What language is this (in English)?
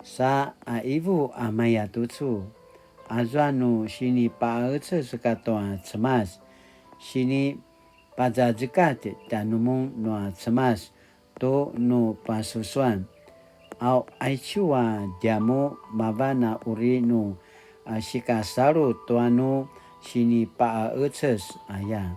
Paiwan